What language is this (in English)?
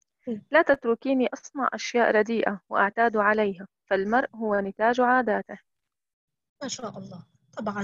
Egyptian Arabic